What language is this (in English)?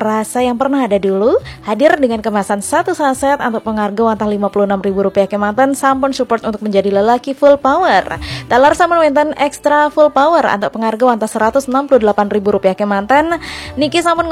Balinese